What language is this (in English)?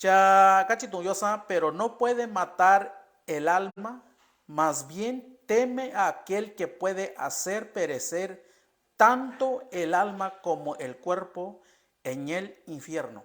Mixtepec Mixtec